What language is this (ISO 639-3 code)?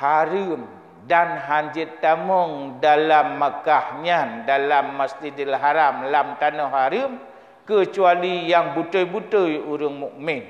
ace